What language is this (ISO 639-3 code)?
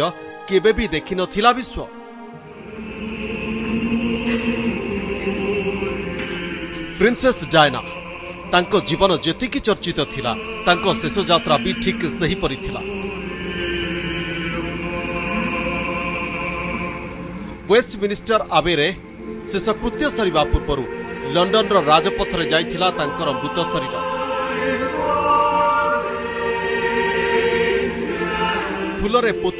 ori